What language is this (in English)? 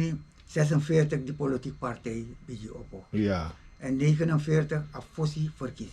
Sranan Tongo